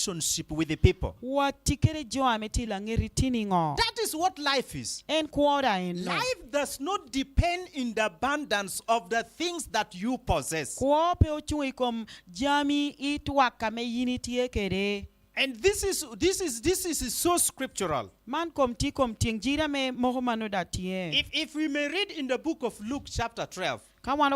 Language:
Lango (Uganda)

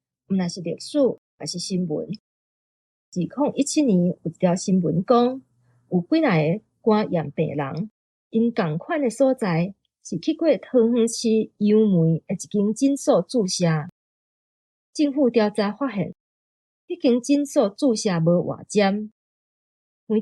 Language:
Min Nan Chinese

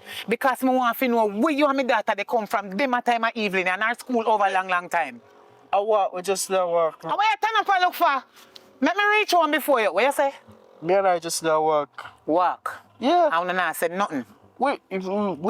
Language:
Jamaican Creole English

